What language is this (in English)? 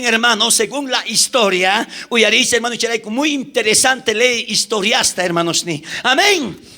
South Bolivian Quechua